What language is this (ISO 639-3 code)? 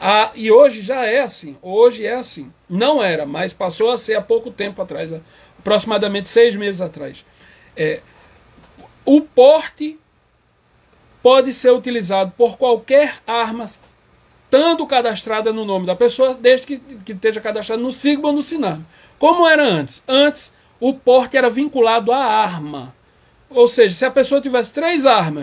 por